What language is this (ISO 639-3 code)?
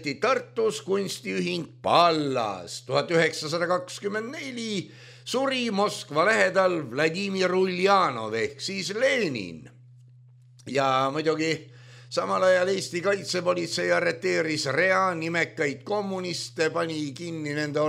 est